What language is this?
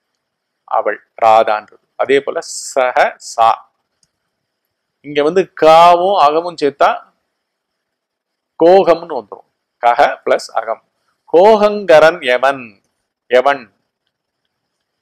Tamil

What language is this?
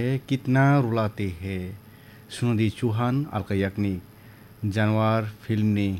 Kok Borok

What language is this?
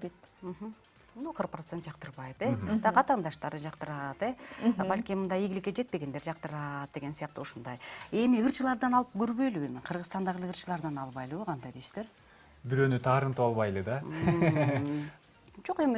Kyrgyz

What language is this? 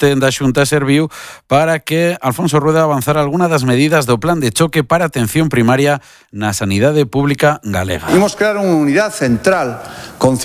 Galician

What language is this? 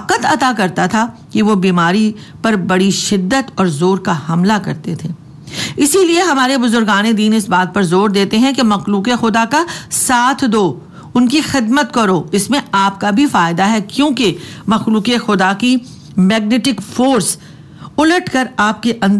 Urdu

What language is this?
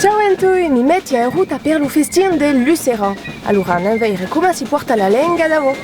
Occitan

